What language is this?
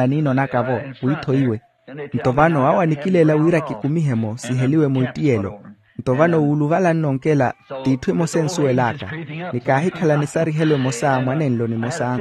Makhuwa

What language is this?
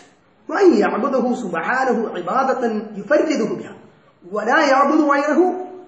Malayalam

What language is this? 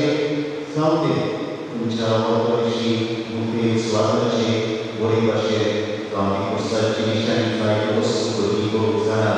Konkani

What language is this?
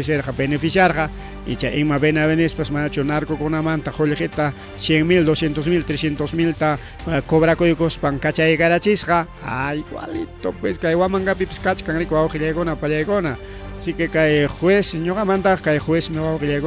Ayacucho Quechua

